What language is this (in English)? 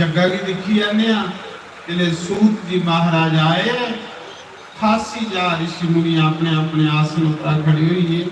Dogri